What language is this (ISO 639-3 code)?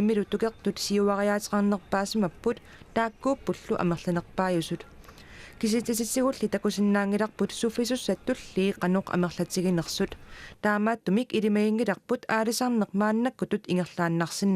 kal